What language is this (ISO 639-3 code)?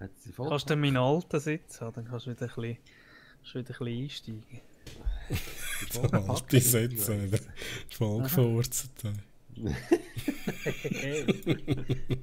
gsw